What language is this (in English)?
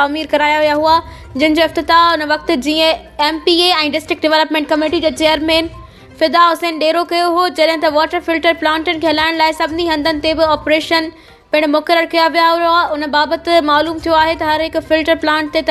Sindhi